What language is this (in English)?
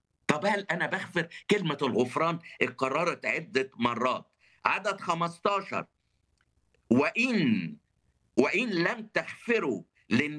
Egyptian Arabic